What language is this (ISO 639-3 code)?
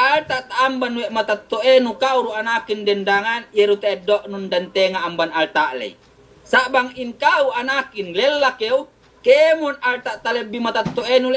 yka